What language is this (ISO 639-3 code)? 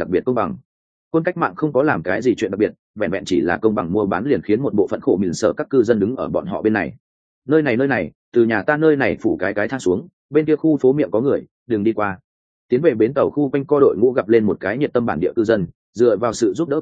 vie